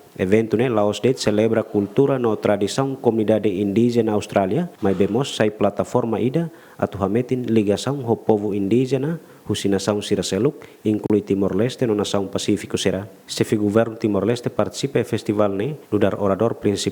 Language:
Tetum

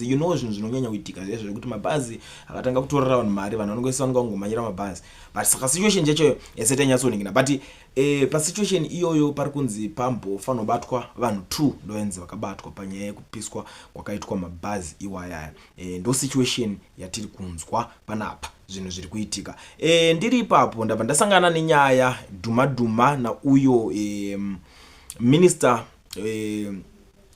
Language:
Shona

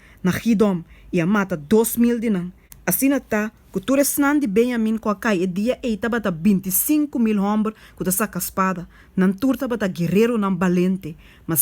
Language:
Papiamento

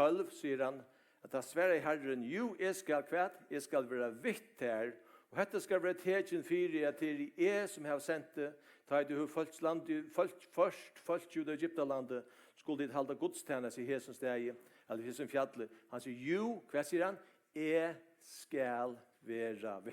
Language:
Faroese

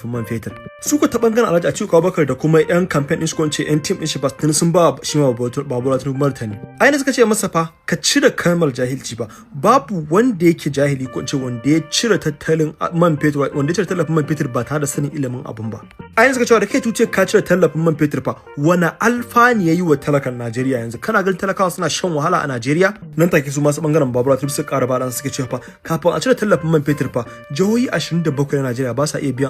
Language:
Hausa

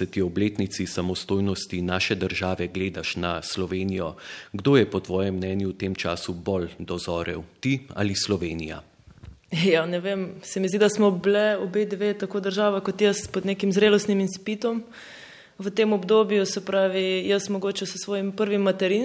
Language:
Slovenian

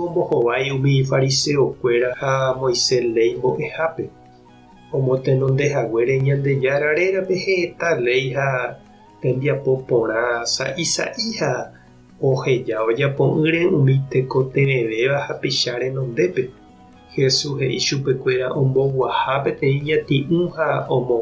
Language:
Guarani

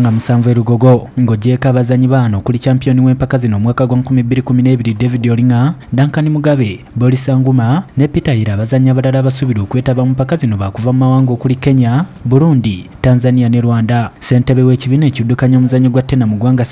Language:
Ganda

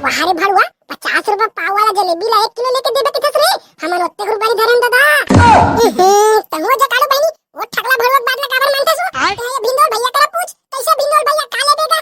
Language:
Chhattisgarhi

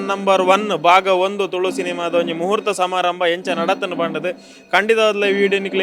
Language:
Tulu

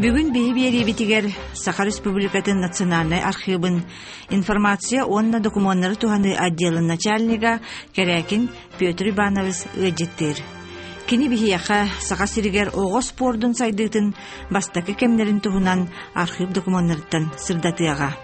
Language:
Yakut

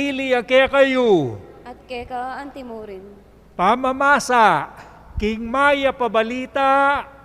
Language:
Pampanga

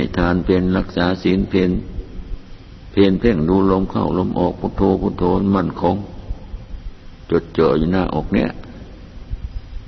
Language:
Thai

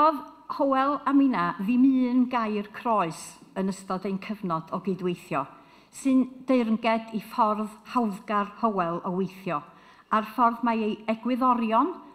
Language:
Welsh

